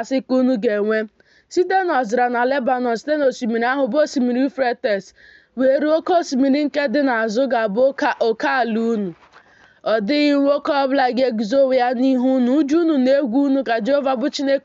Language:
Igbo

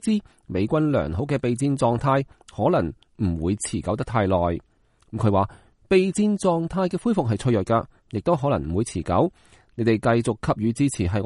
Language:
Cantonese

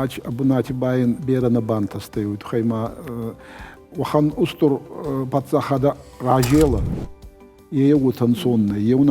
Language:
Ossetic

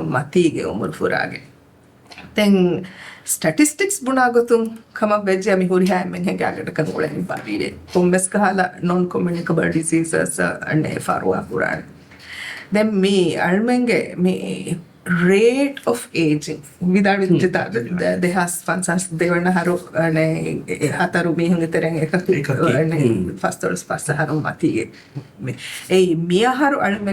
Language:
Divehi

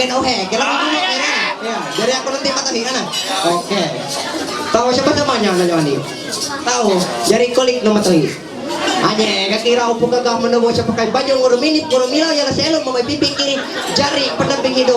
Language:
Ma'anyan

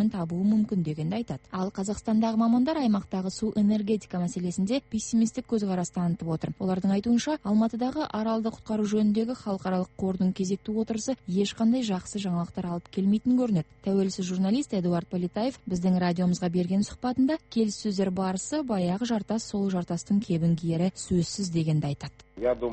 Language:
Kazakh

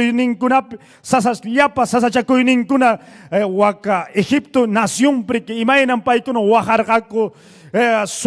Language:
Ayacucho Quechua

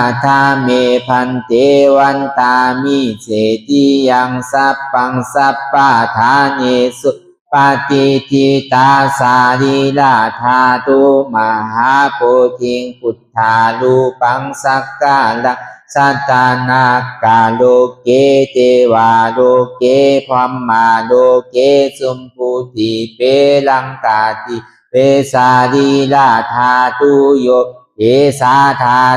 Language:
Lü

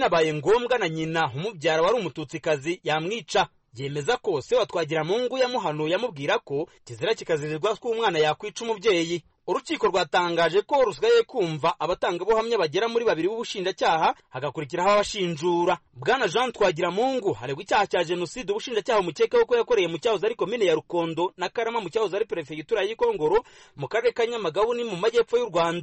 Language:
Kinyarwanda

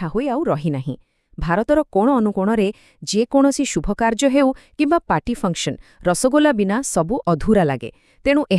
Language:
Odia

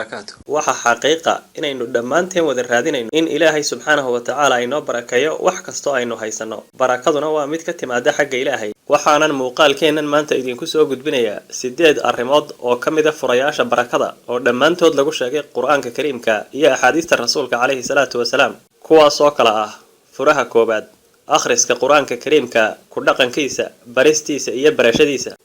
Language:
Somali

